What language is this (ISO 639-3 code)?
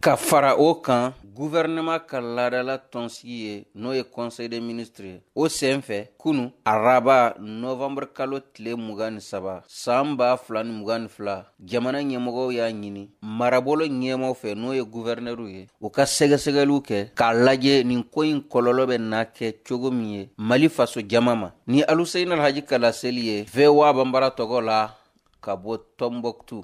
bam